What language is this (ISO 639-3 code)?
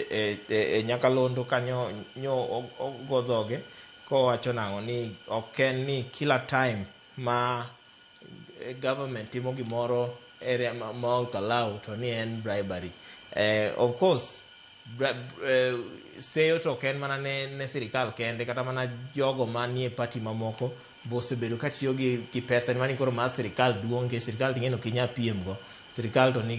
luo